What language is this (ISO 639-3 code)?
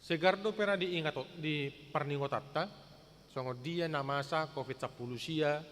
bbc